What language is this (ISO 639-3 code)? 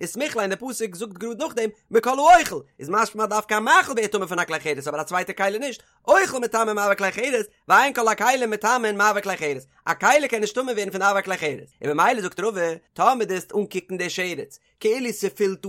yid